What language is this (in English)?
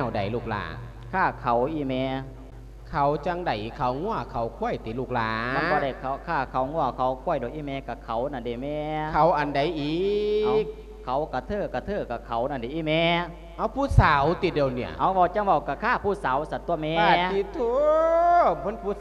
Lao